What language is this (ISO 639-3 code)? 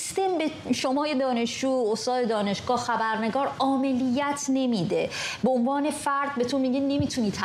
fas